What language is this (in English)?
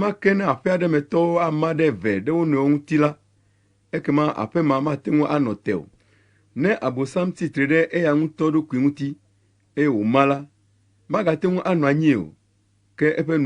Ewe